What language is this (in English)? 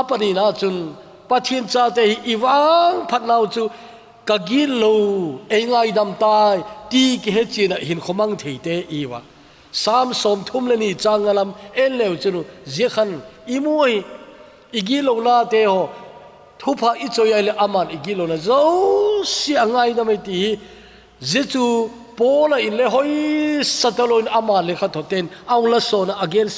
Thado Chin